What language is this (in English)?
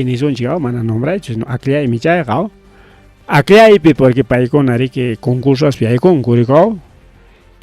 Ayacucho Quechua